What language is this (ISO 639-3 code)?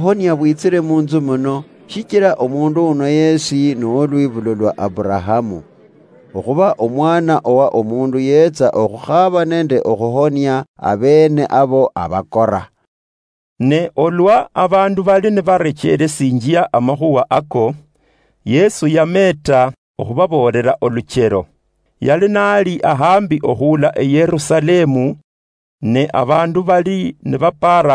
luy